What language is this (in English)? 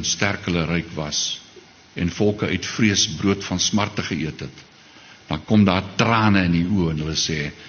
Afrikaans